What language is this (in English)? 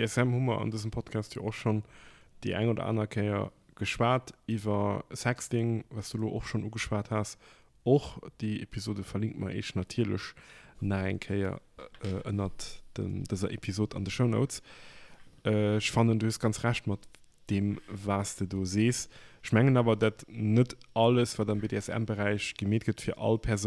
Luxembourgish